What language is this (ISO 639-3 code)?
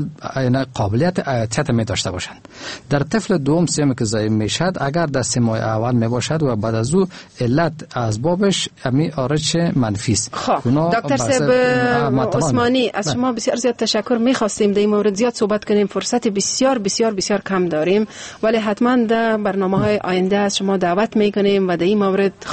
fas